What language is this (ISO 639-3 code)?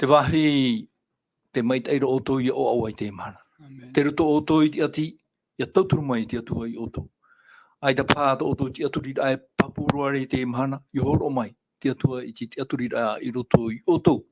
tah